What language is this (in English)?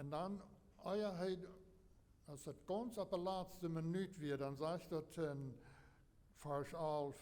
Plautdietsch